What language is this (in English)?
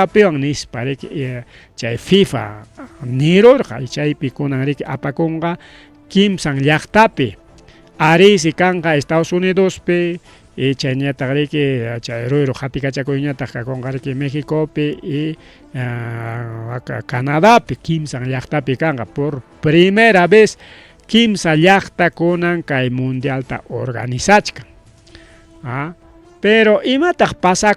Ayacucho Quechua